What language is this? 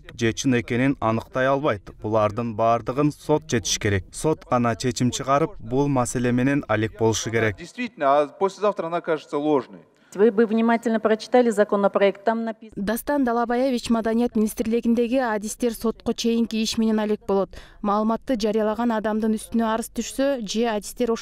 Kyrgyz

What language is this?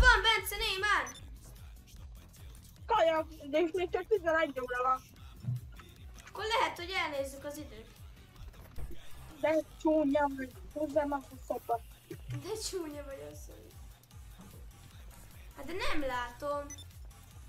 Hungarian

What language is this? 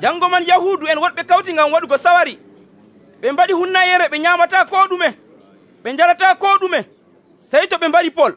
Nigerian Fulfulde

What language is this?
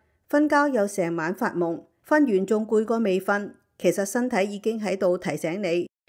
Cantonese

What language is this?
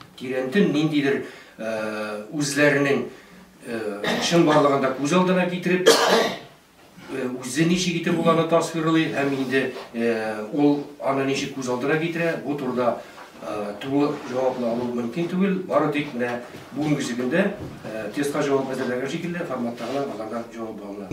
Tatar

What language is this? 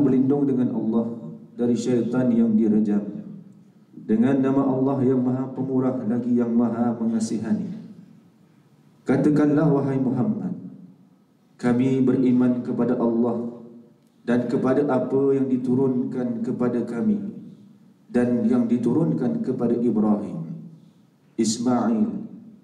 Malay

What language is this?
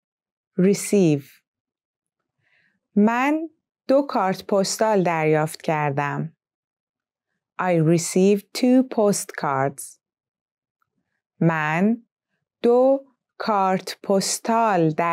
Persian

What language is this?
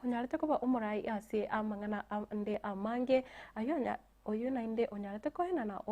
Gusii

